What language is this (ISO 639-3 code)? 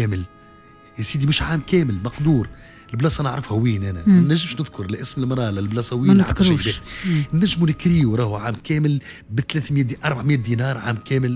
aeb